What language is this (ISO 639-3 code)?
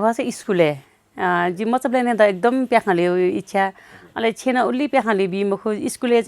new